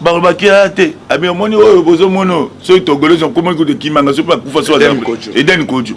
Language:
Lingala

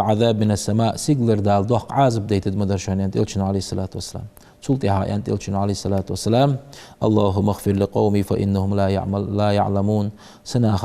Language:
Ingush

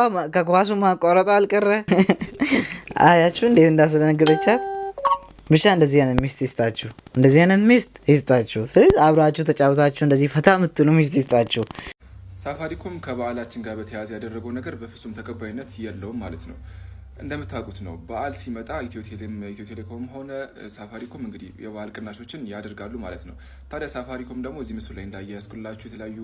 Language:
Amharic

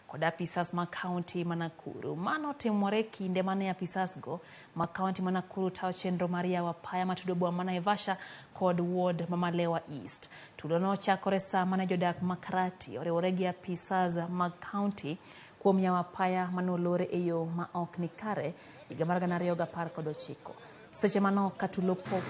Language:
Luo (Kenya and Tanzania)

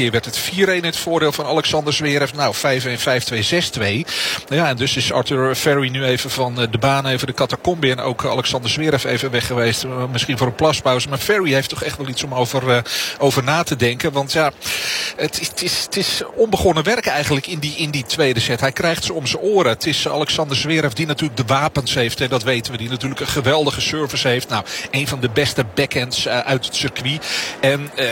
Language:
Dutch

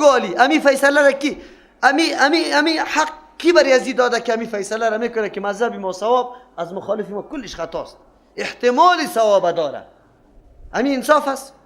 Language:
Persian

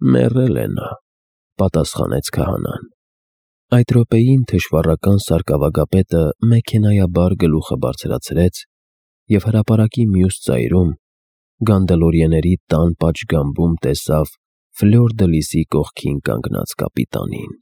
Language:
Armenian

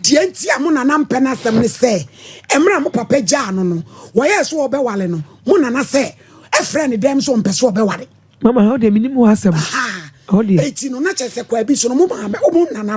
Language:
Akan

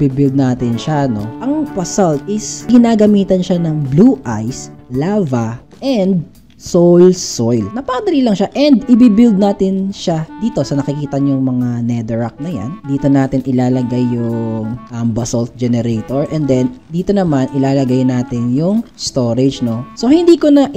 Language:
Filipino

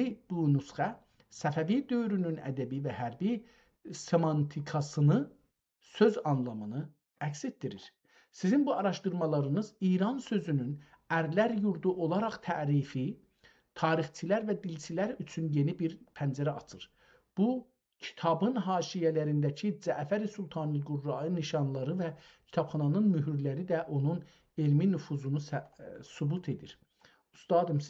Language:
South Azerbaijani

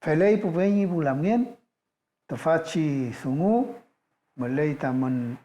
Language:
Mapuche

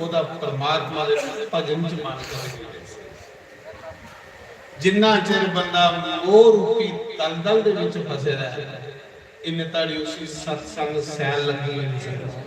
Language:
Dogri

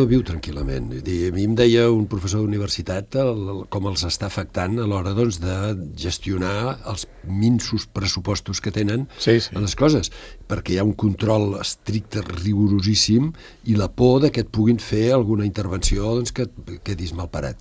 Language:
Catalan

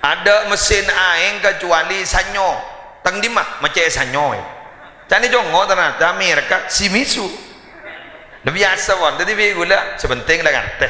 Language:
Madurese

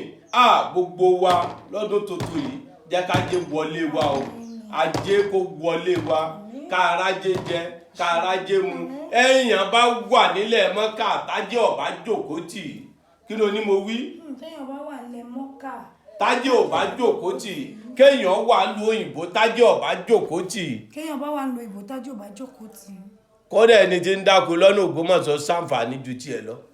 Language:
Yoruba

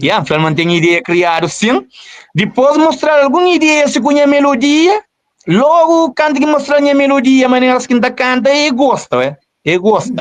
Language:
Kabuverdianu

